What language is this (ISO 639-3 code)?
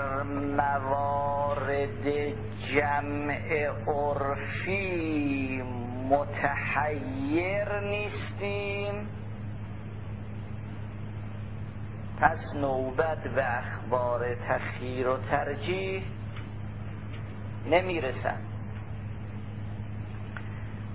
fas